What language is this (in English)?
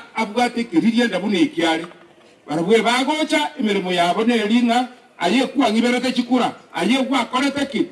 Gusii